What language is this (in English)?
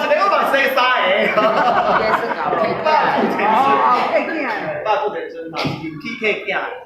Min Nan Chinese